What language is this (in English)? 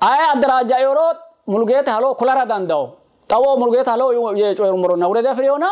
Sidamo